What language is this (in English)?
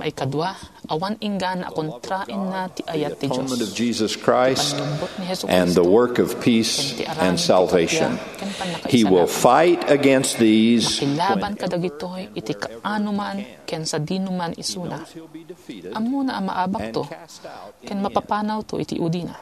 Iloko